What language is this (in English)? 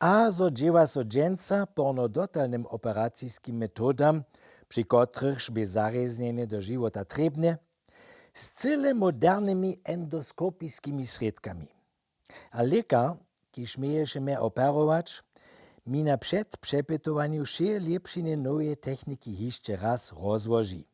Upper Sorbian